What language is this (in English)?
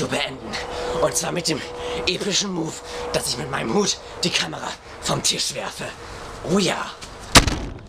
German